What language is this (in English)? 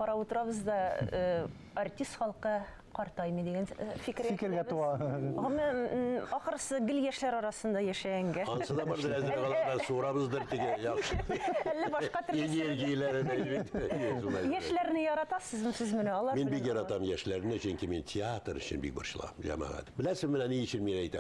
Tatar